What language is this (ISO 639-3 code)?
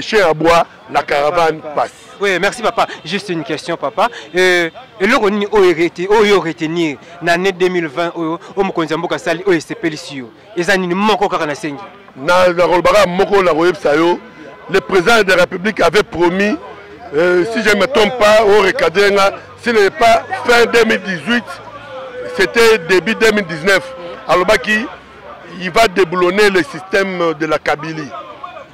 lin